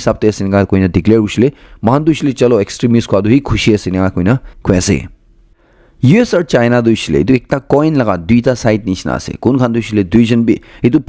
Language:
Naga Pidgin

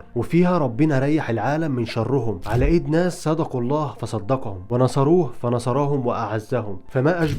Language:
Egyptian Arabic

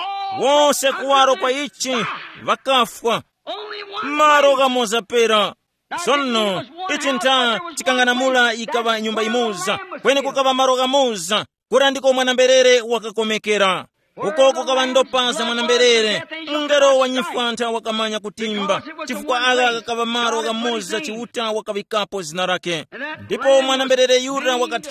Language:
Tumbuka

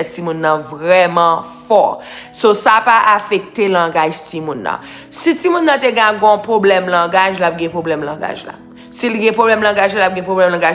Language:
Haitian Creole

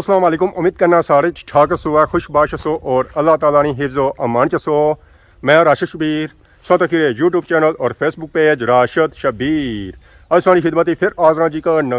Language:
Pahari-Potwari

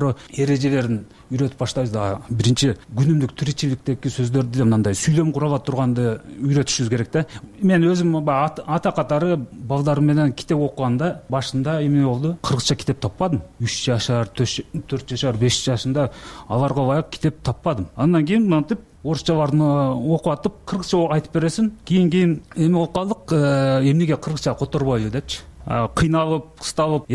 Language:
Kyrgyz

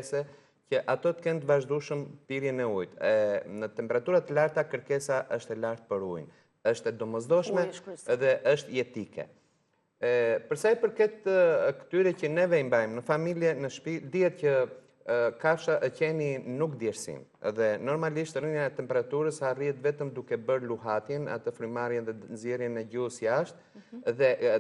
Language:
Albanian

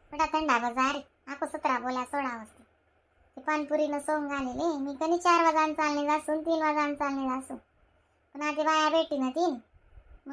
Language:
Khandesi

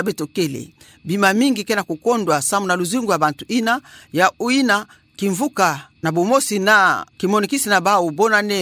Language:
Kituba (Democratic Republic of Congo)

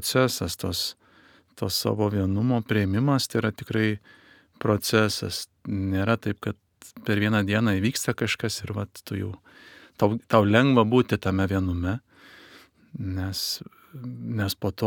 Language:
Lithuanian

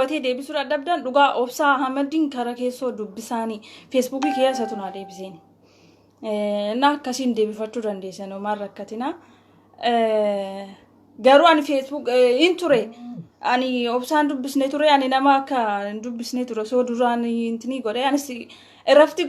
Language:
Oromo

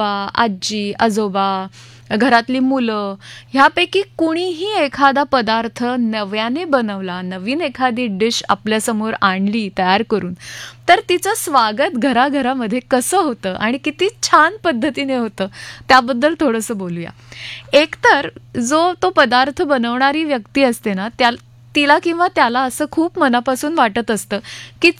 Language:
Marathi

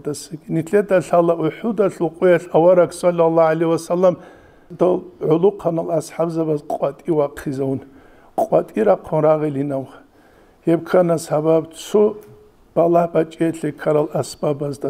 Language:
Avaric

